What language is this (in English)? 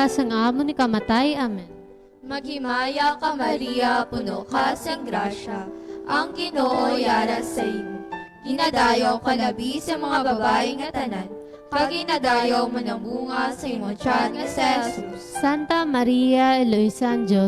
Hiligaynon